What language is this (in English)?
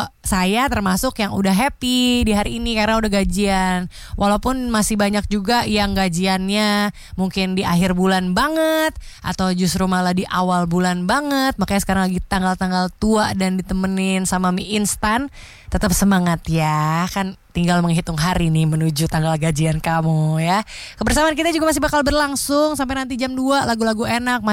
Indonesian